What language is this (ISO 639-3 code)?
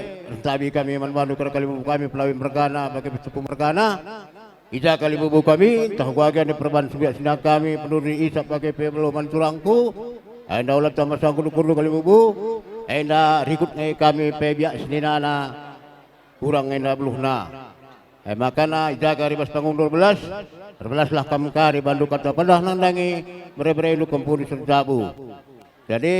btx